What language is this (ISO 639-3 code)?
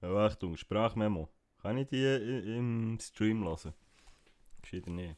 gsw